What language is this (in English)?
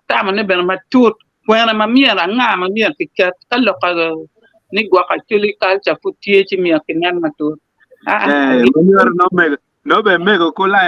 Acoli